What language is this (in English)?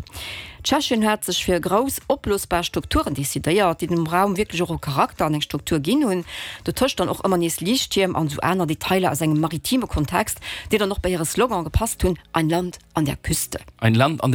Luxembourgish